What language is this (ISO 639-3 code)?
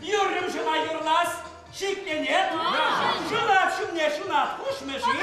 chv